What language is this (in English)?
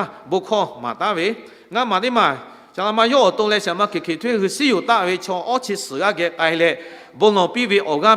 Lahu